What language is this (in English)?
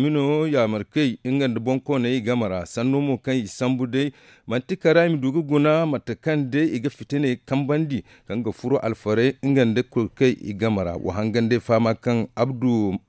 Zarma